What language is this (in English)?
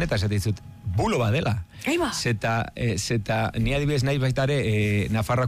Basque